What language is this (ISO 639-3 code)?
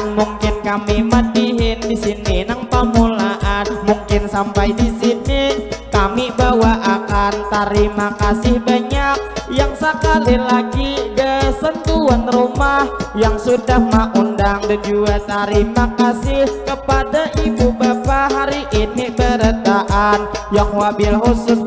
bjn